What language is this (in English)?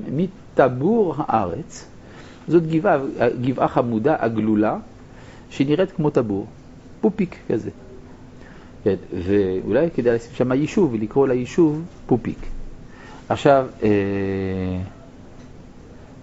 Hebrew